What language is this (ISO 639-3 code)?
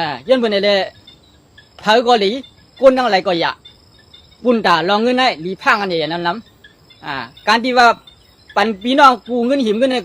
shn